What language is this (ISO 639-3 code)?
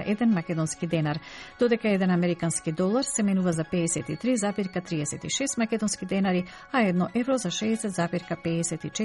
mkd